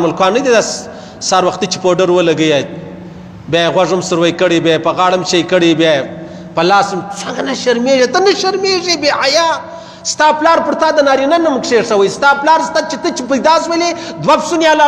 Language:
Pashto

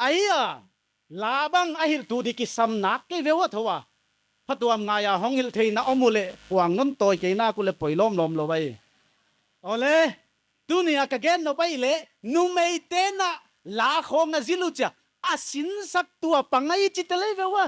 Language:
Paite Chin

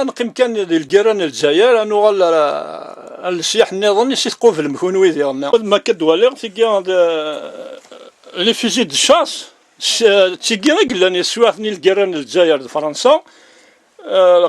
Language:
Kabyle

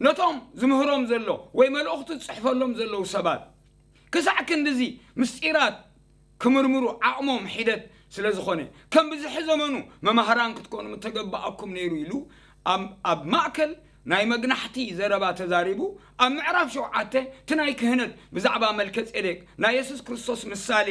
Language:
Tigrinya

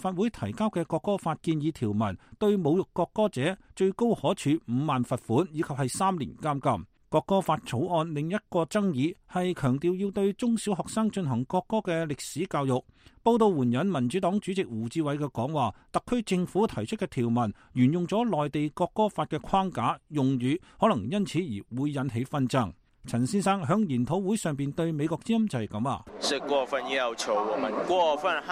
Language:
Cantonese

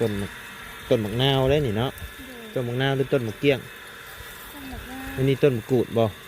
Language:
Lao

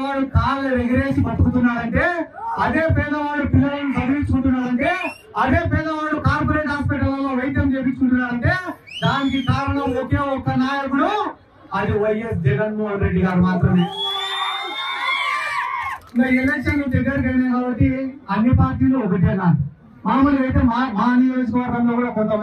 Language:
Telugu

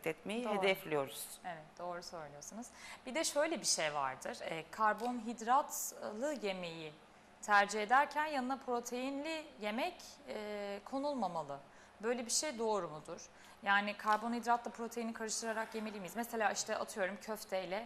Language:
Turkish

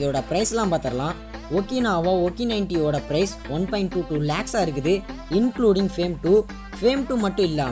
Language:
Tamil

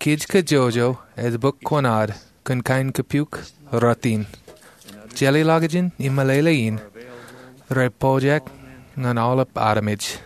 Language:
Marshallese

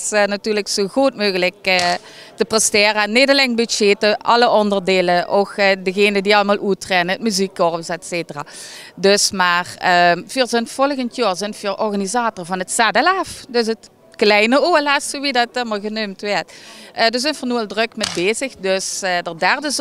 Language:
Limburgish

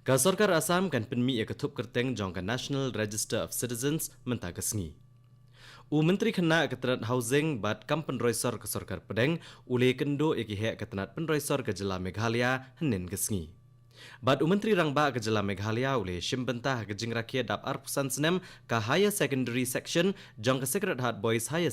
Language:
Khasi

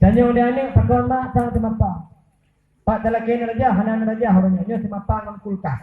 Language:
Achinese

